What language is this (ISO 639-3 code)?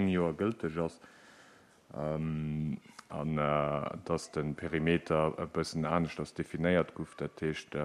ltz